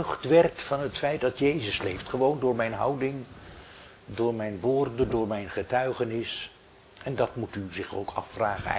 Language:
Dutch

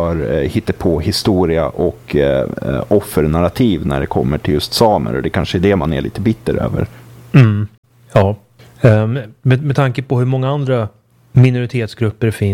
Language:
Swedish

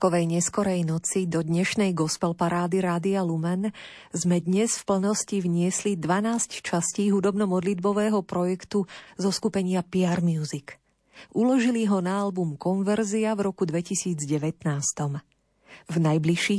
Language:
Slovak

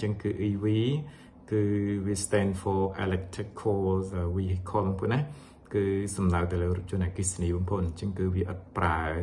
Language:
Khmer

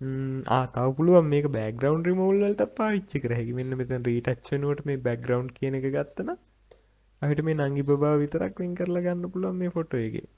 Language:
Sinhala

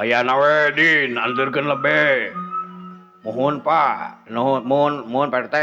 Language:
Sundanese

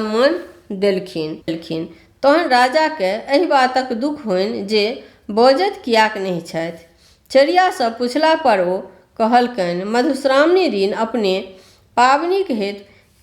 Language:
Maithili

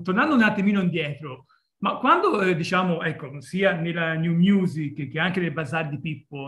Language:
Italian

